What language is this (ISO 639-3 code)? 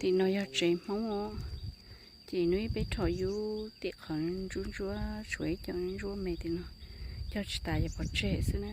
hmn